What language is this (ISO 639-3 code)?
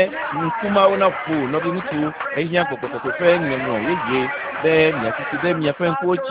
ewe